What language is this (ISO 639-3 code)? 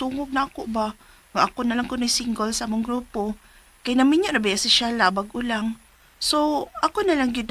ceb